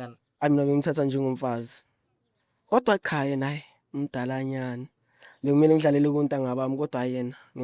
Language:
Zulu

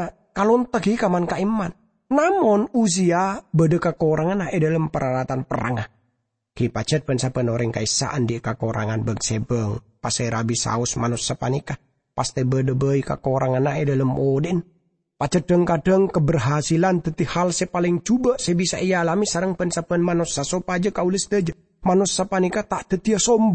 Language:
Madurese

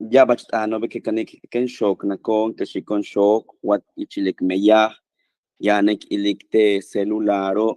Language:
Yucateco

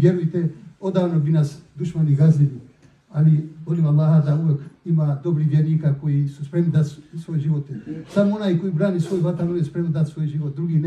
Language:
Bosnian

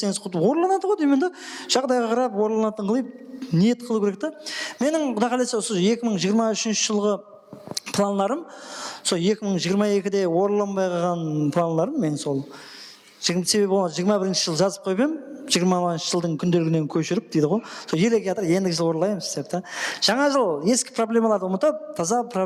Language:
Kara-Kalpak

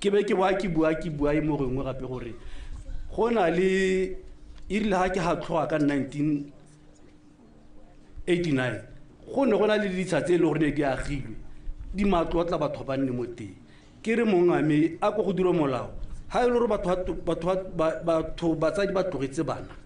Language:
Tswana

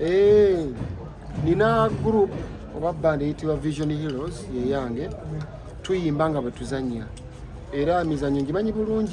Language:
Ganda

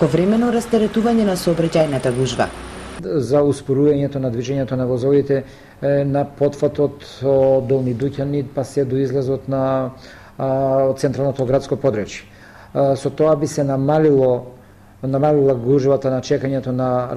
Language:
Macedonian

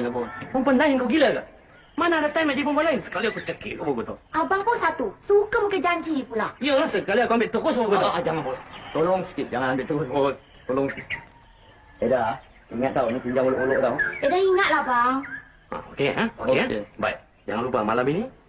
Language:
Malay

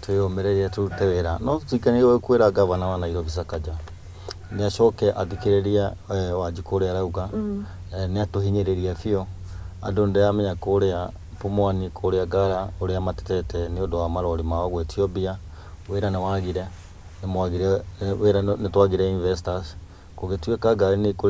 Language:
Kikuyu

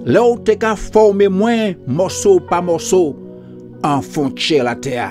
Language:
Guadeloupean Creole French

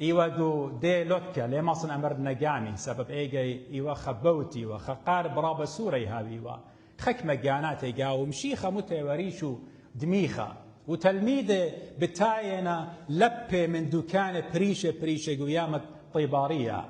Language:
Assyrian Neo-Aramaic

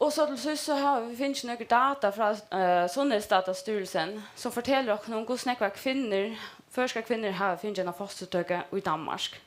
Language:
Faroese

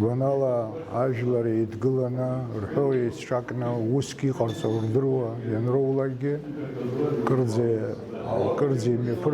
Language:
Abkhazian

